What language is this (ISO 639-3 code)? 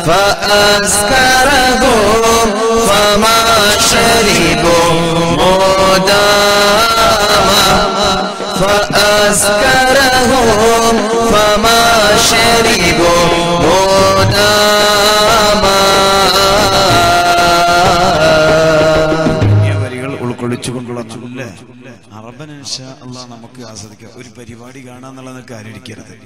mal